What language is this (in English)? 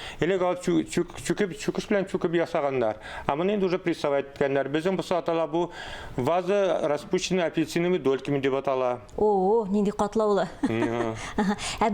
Tatar